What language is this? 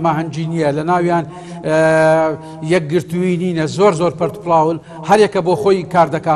Central Kurdish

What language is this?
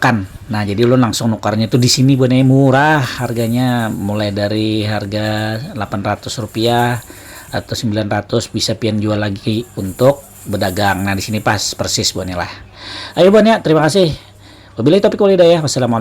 Banjar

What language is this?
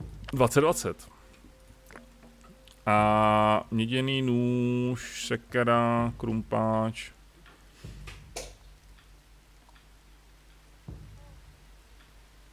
Czech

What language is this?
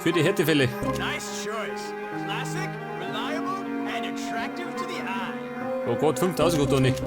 Bavarian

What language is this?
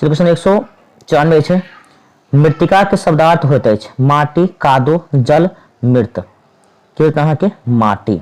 Maithili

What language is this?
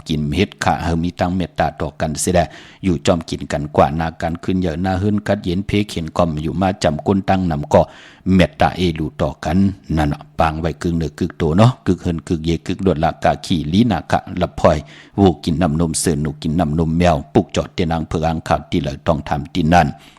Shan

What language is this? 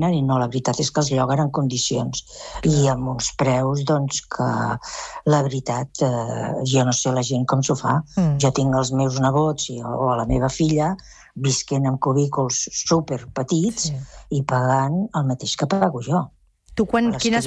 Catalan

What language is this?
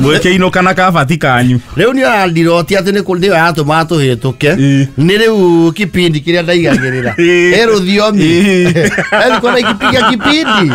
Kikuyu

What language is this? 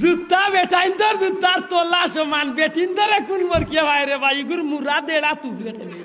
Sylheti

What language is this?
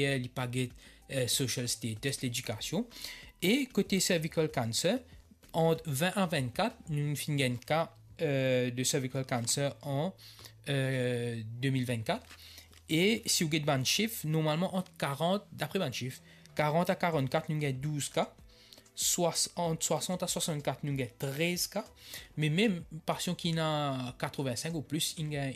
Morisyen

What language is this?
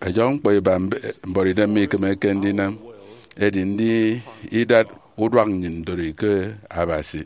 Efik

